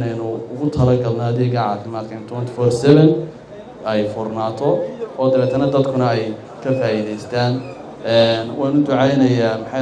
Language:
Somali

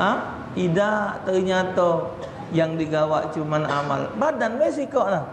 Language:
Musi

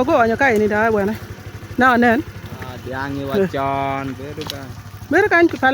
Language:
Acoli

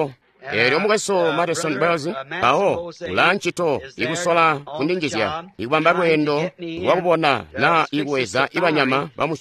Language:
Tonga (Zambia)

